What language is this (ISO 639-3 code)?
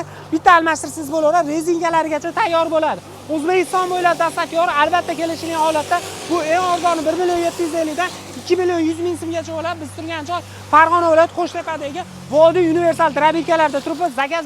uzb